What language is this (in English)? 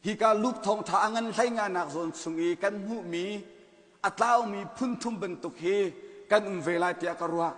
Hakha Chin